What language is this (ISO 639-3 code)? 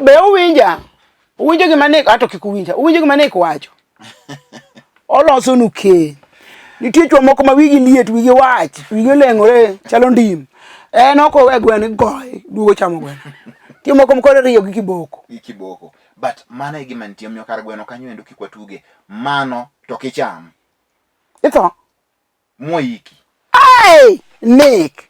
luo